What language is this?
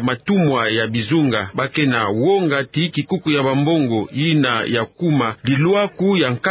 Kituba (Democratic Republic of Congo)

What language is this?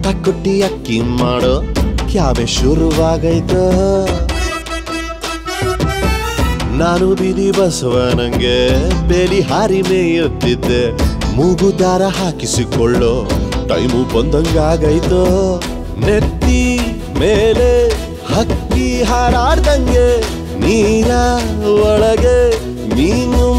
Kannada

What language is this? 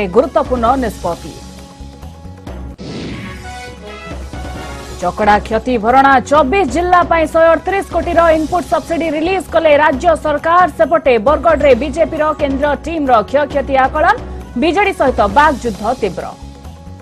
Odia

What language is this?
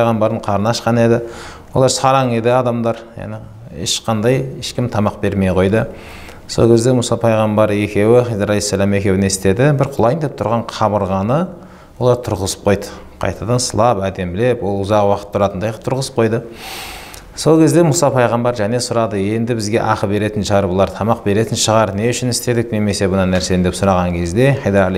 Kazakh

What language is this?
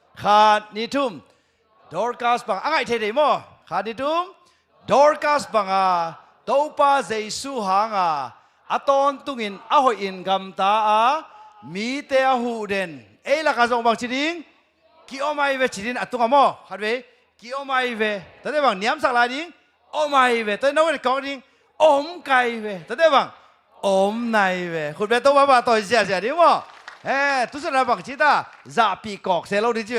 Tedim Chin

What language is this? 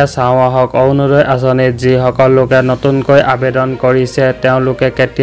Assamese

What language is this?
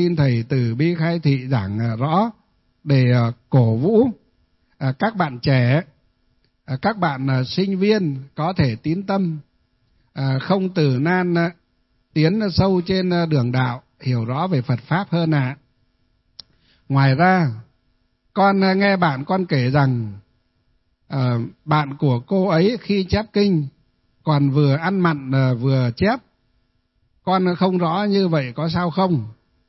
Vietnamese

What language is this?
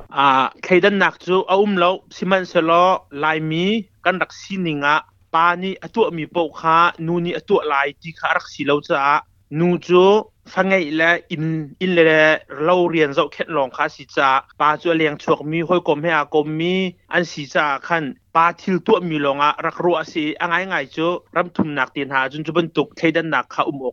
Hakha Chin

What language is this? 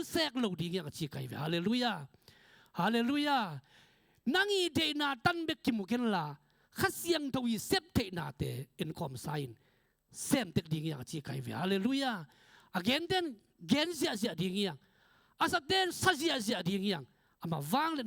Tedim Chin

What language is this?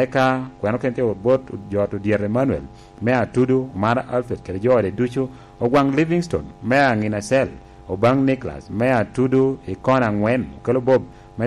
Lango (Uganda)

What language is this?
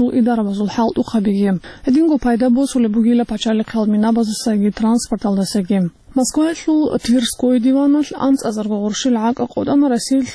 Avaric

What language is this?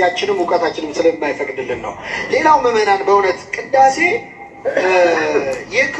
Amharic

